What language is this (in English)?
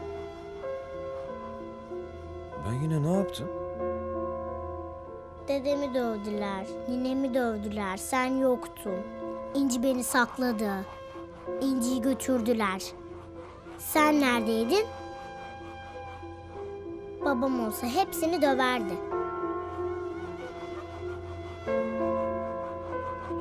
Turkish